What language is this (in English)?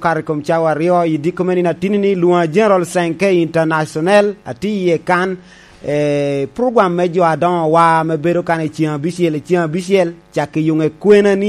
Lango (Uganda)